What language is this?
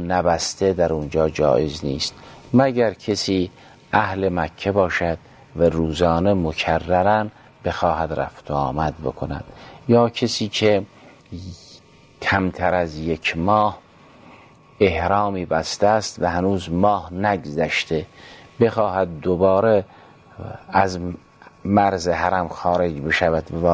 Persian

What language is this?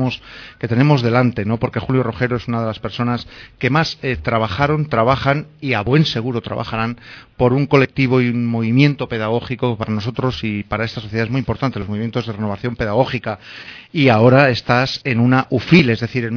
Spanish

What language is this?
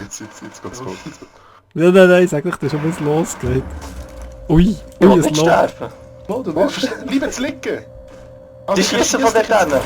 Swiss German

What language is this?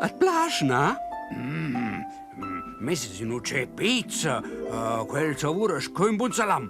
Romansh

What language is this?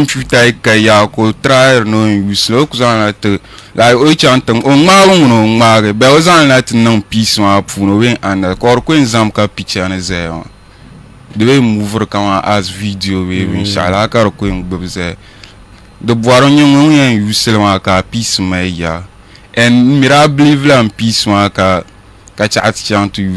Dagbani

